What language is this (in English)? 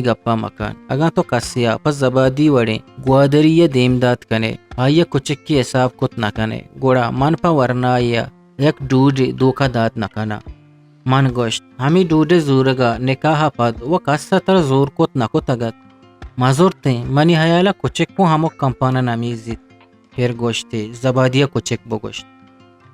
Eastern Balochi